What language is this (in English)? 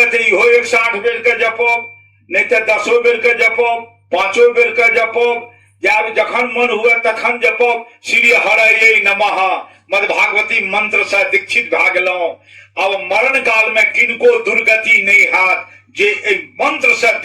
Maithili